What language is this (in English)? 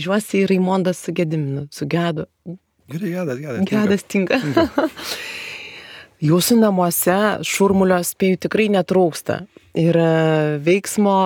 Lithuanian